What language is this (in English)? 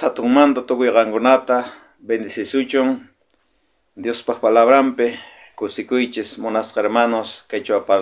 South Bolivian Quechua